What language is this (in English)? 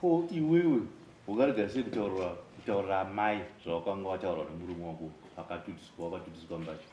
Shona